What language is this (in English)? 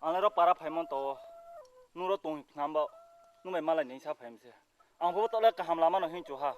Riang (India)